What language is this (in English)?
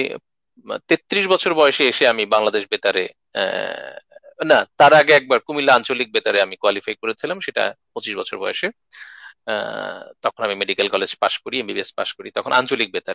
Bangla